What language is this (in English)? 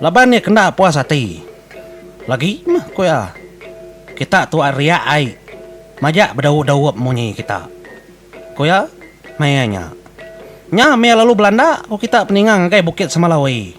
Iban